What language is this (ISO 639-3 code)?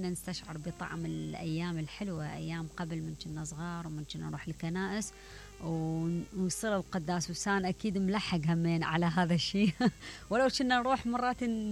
acm